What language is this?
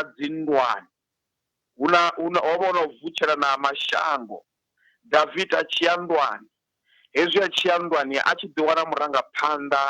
Venda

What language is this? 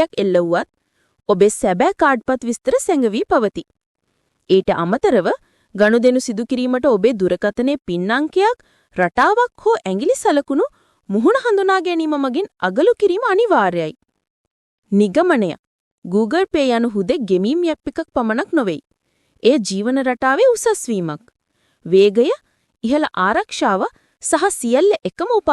Sinhala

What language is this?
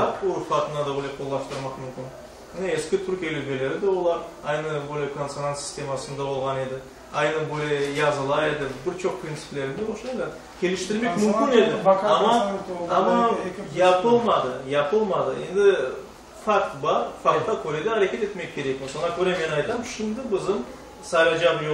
Crimean Tatar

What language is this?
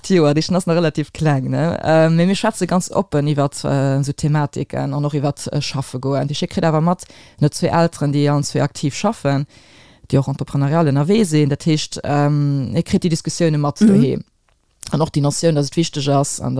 Luxembourgish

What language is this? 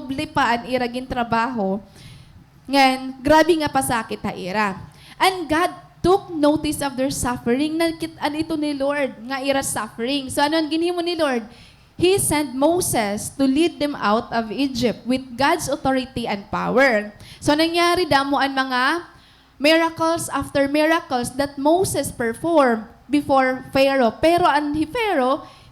Waray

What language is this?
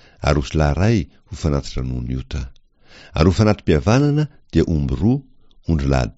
Malagasy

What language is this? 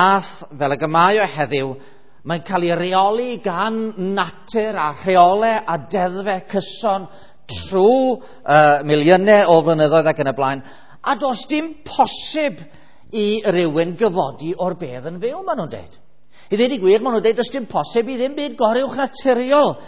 Welsh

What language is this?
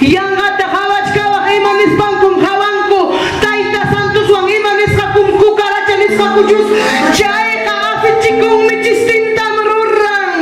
Ayacucho Quechua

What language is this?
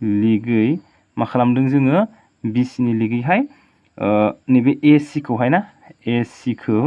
Bodo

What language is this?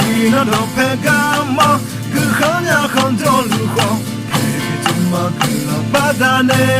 Akha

